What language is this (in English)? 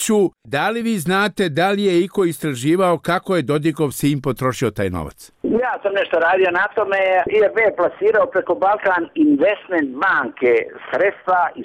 Bosnian